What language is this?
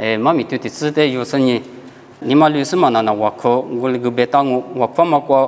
Lisu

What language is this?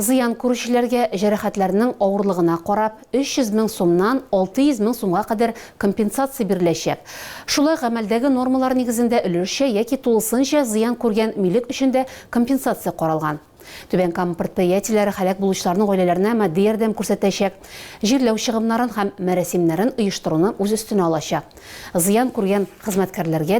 Tatar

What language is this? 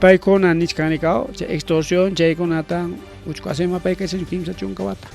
Ayacucho Quechua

